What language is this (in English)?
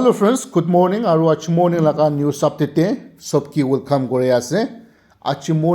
Naga Pidgin